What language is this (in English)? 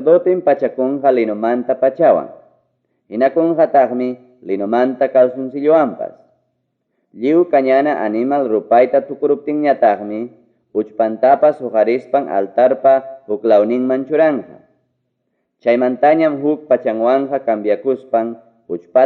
Ayacucho Quechua